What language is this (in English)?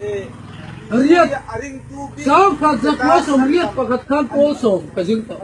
Mizo